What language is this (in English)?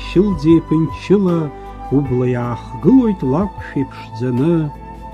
Abkhazian